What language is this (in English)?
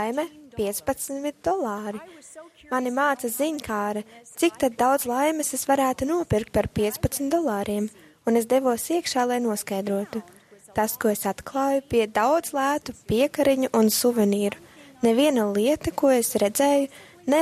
Latvian